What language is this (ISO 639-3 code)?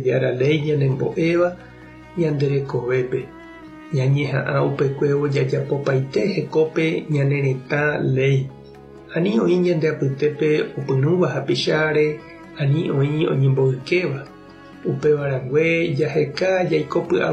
grn